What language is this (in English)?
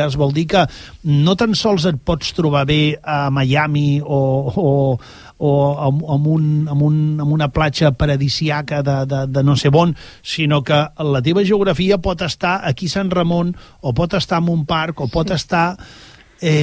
Catalan